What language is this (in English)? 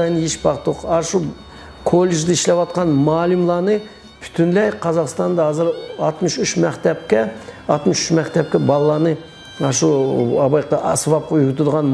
Uyghur